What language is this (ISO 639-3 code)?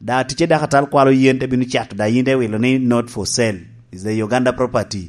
laj